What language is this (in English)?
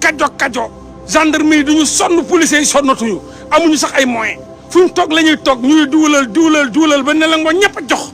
Wolof